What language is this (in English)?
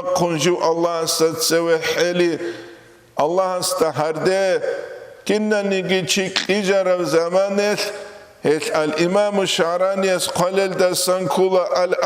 Avaric